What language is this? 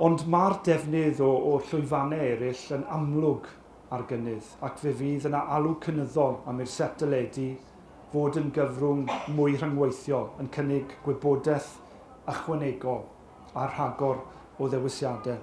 Welsh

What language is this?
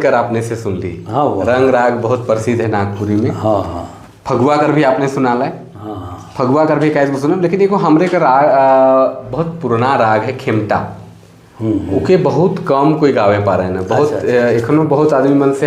Sadri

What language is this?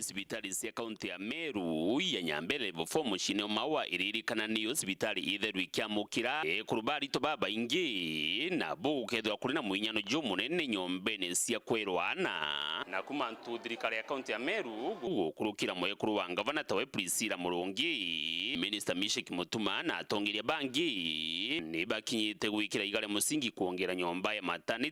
Meru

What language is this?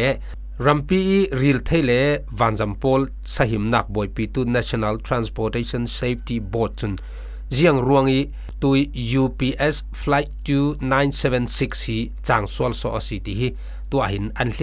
Falam Chin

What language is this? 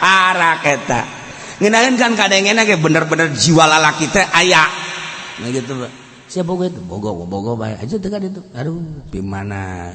Sundanese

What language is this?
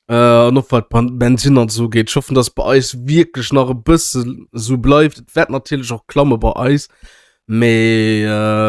Luxembourgish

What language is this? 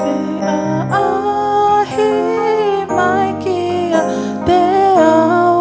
Tongan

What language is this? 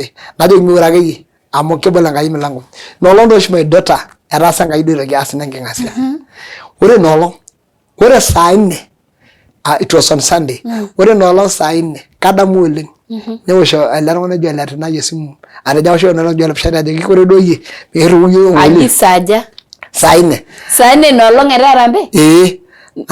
Masai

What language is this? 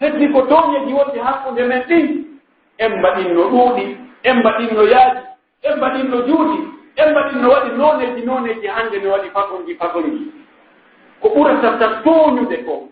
Pular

